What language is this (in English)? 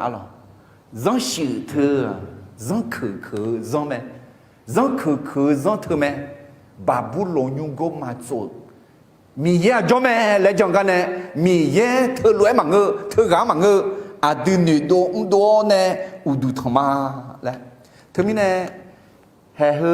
Akha